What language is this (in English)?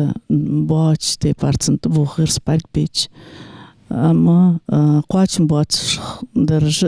Ingush